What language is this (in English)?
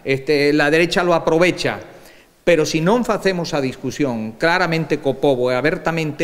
Galician